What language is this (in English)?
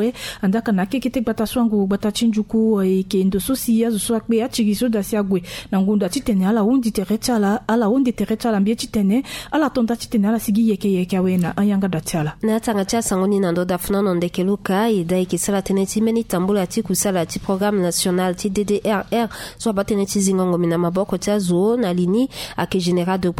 Sango